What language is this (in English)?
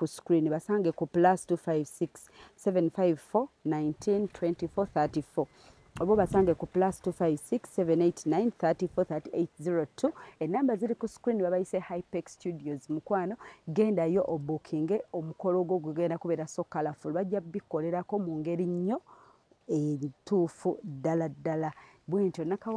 Ganda